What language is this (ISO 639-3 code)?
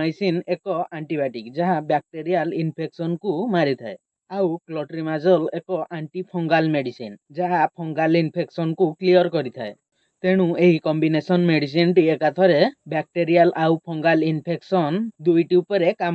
ori